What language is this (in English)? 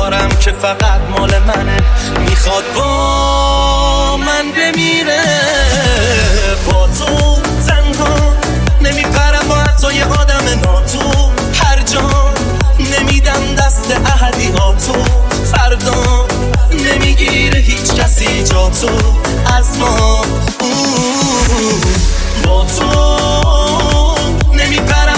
Persian